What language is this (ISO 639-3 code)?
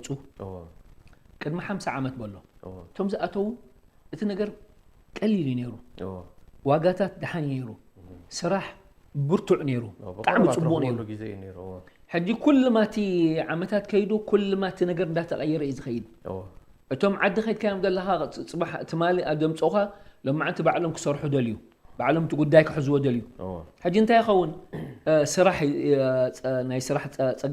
tir